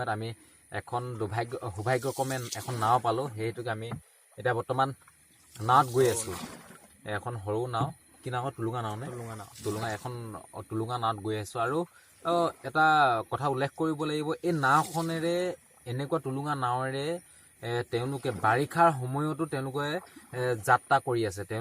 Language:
Assamese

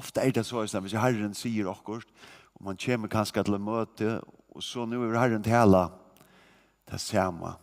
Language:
Faroese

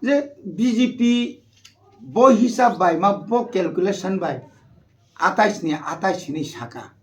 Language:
Kok Borok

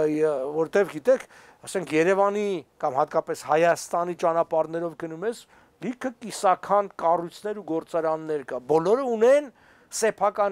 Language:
Armenian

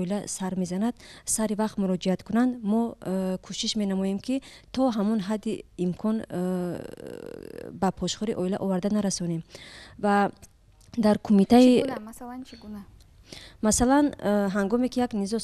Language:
Tajik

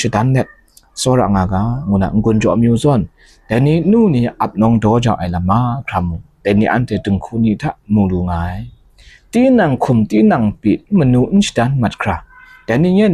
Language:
Kachin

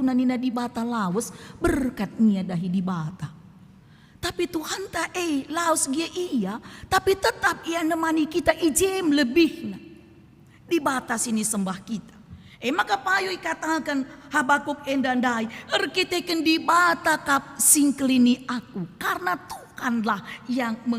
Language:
Batak Karo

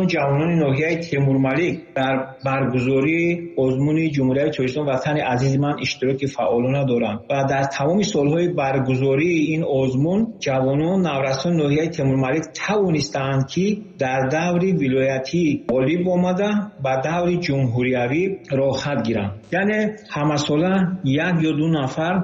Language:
Tajik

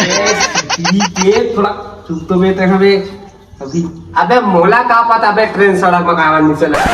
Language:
Chhattisgarhi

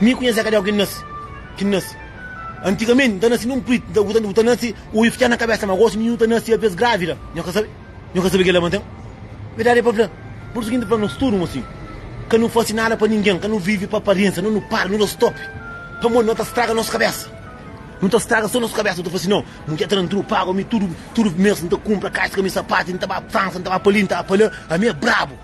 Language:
Kabuverdianu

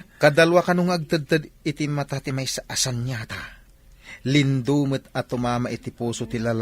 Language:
Iloko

